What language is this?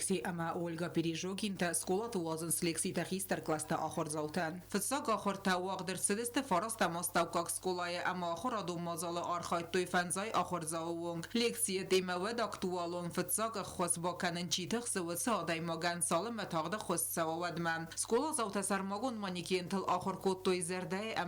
Ossetic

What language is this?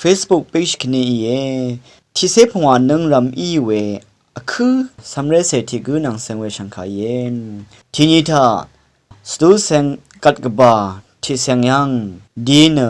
Rawang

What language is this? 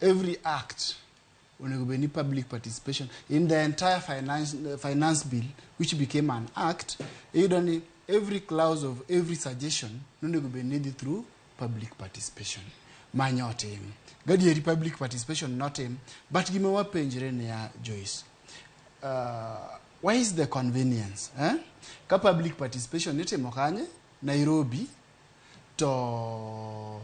Luo (Kenya and Tanzania)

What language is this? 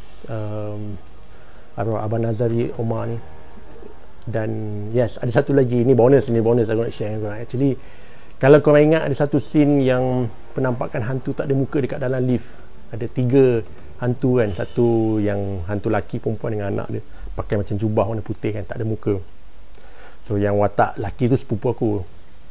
Malay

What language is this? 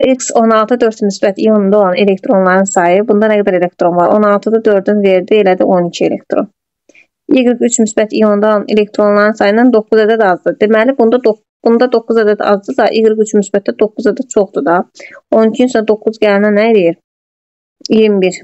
Azerbaijani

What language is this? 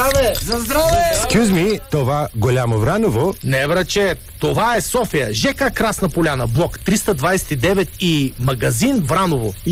Bulgarian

